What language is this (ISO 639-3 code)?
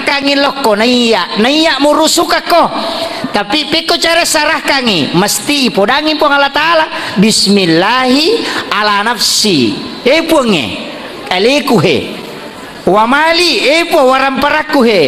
bug